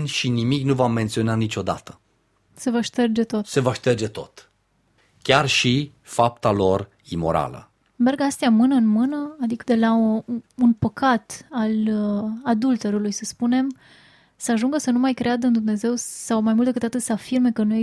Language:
Romanian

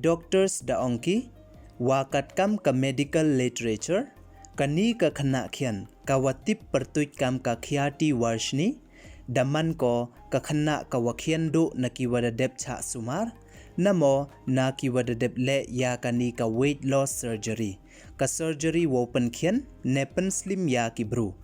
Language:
Pnar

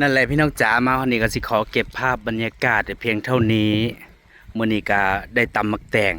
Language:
Northeastern Thai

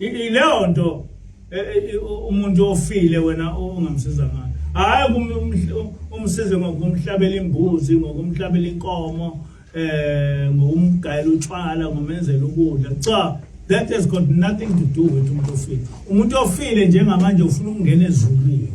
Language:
Zulu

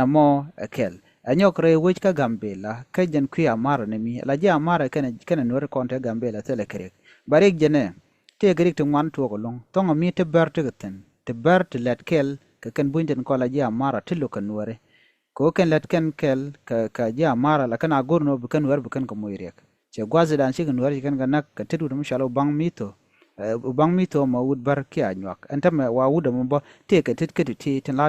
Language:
Nuer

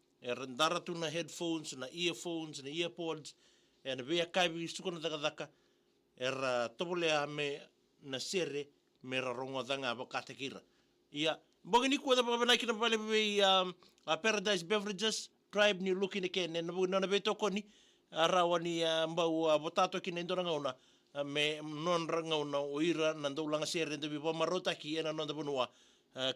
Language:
Fijian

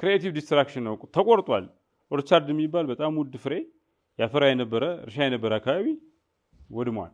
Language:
Amharic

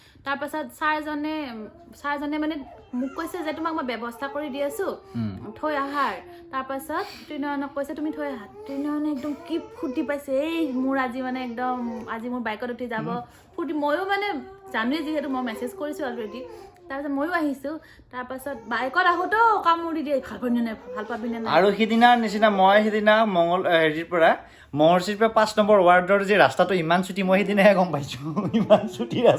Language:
Assamese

